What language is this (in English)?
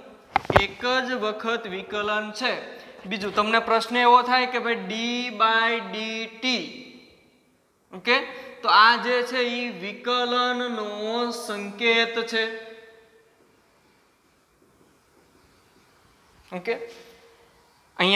Gujarati